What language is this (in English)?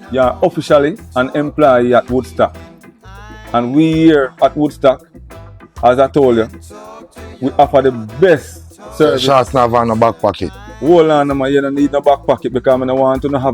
Jamaican Creole English